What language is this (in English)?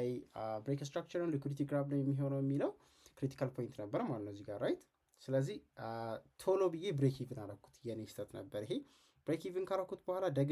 Amharic